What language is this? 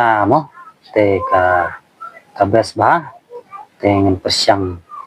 Khasi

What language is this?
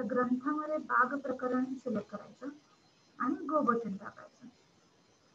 Marathi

